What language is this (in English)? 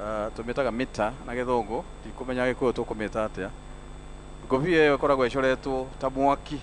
Kikuyu